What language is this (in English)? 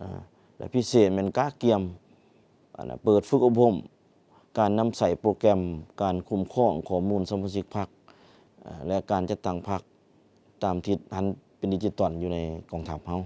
Lao